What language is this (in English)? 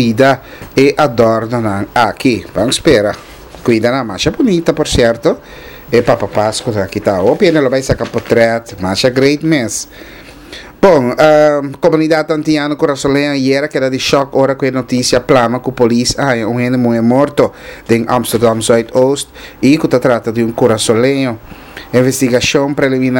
Papiamento